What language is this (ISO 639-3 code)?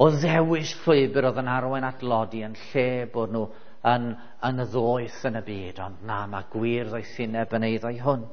cym